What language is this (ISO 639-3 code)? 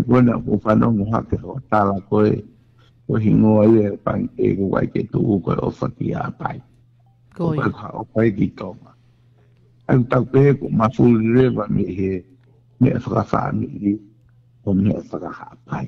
ton